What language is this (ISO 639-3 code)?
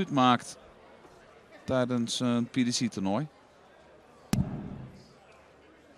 nld